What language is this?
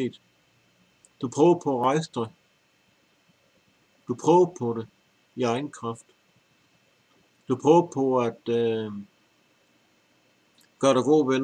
Danish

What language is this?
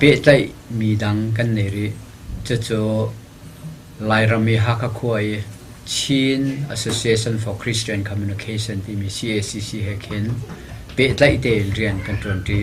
Hakha Chin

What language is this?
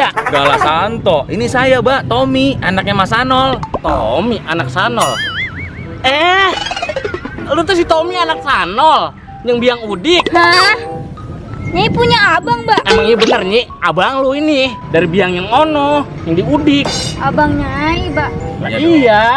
Betawi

